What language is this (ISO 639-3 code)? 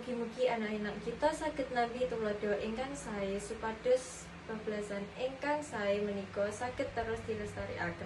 jav